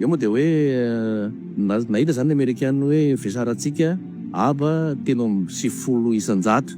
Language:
Malagasy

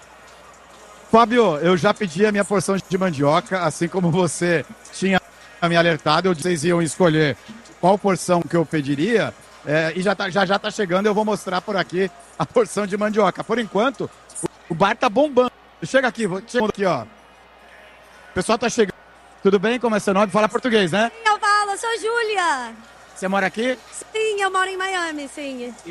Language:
Portuguese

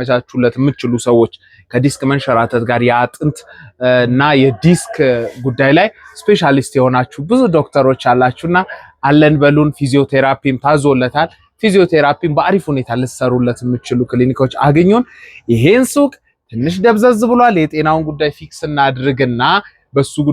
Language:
Amharic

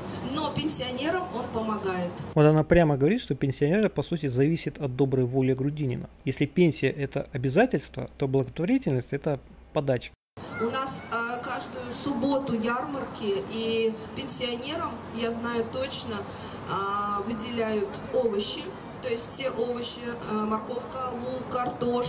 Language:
Russian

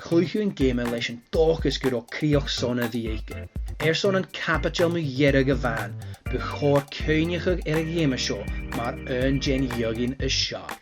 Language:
Scottish Gaelic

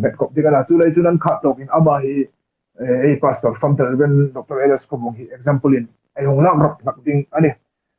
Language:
Hmar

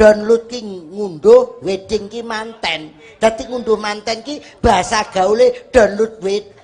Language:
Javanese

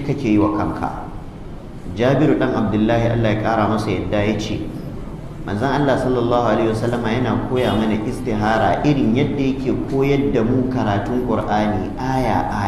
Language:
Hausa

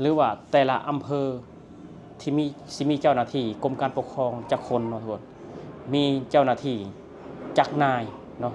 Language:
Lao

